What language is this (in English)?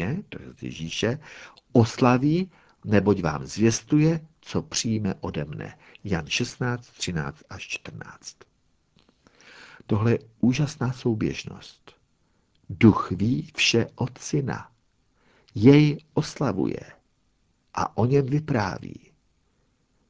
Czech